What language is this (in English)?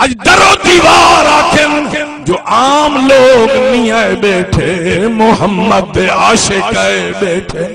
Saraiki